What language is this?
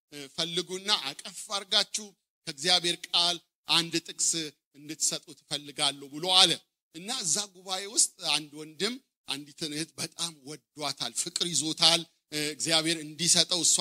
Amharic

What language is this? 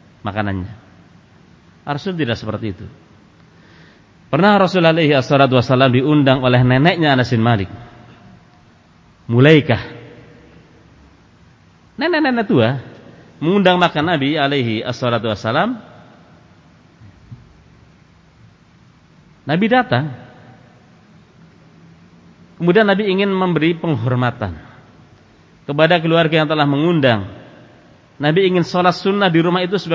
Indonesian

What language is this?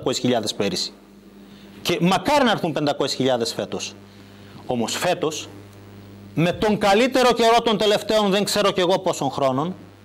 Greek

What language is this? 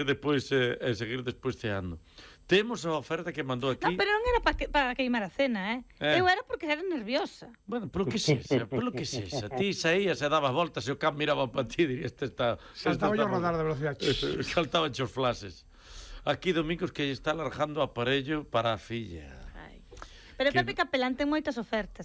Galician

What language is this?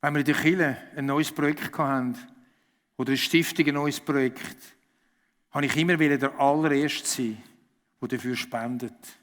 Swiss German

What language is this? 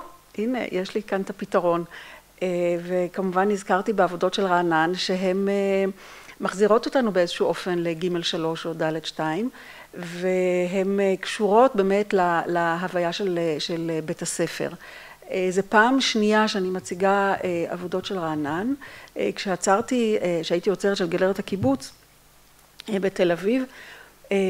Hebrew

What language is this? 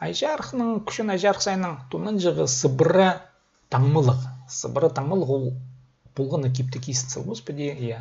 Khakas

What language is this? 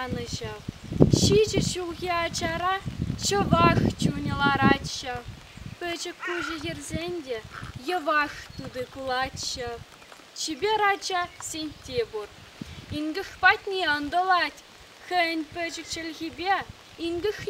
Chuvash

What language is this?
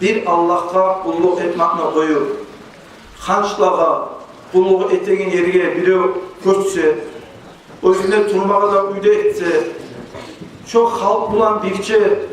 Kumyk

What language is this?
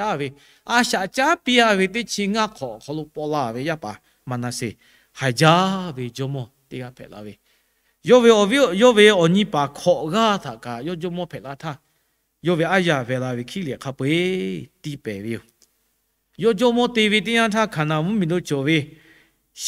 Lahu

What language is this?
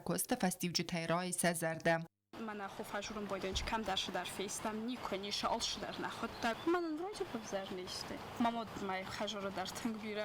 Ossetic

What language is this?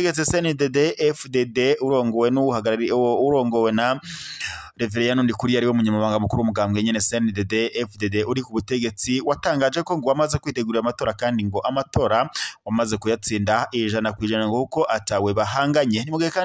Rundi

